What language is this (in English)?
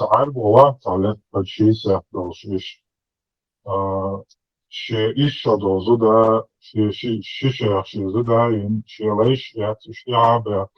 Chechen